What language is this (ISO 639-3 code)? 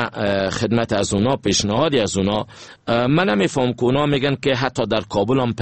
fas